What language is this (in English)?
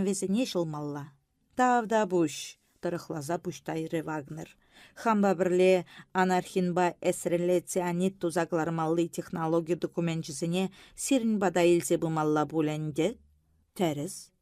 Chuvash